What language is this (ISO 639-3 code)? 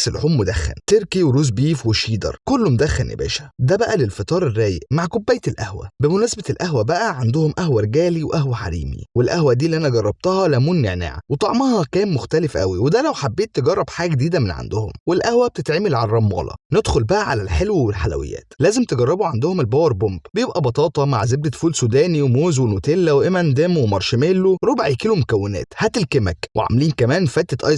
arz